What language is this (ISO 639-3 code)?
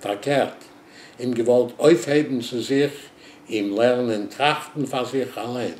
yid